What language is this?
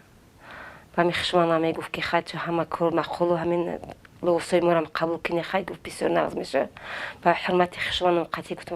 Tajik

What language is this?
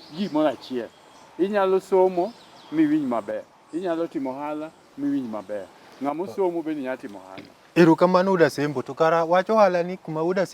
Luo (Kenya and Tanzania)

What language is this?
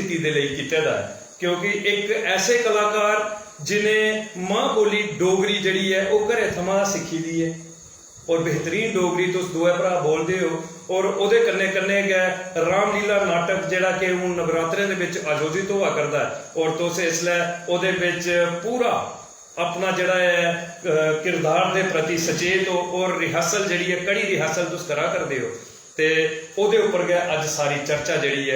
Dogri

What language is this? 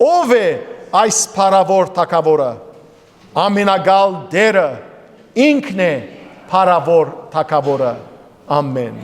Western Armenian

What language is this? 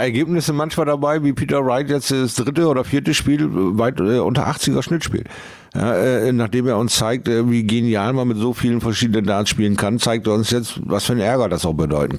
German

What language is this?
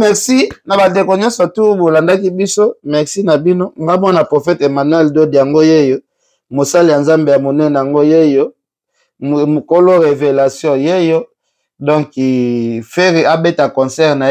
Lingala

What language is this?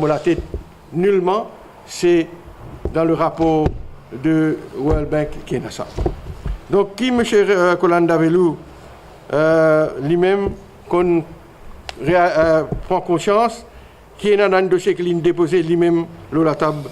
Morisyen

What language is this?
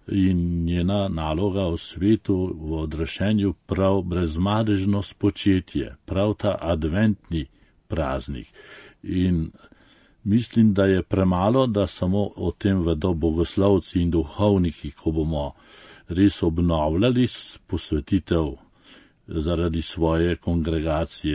Slovenian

